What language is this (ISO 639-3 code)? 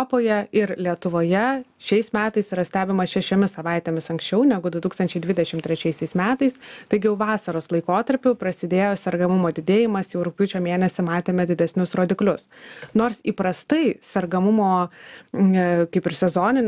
lit